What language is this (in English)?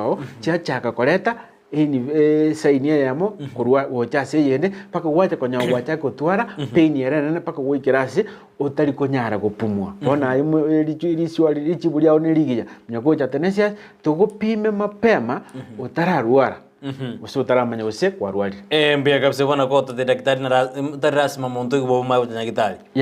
Gusii